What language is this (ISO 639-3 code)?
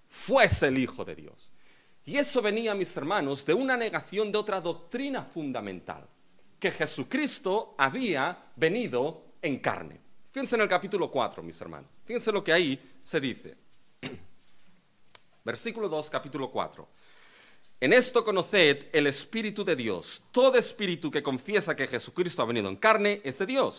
spa